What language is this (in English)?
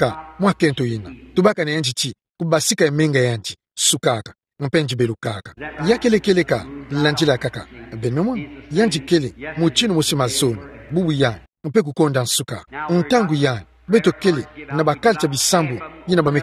Kituba (Democratic Republic of Congo)